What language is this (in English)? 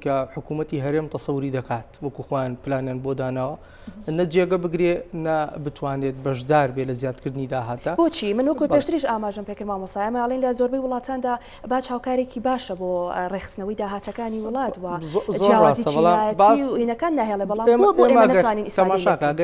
Central Kurdish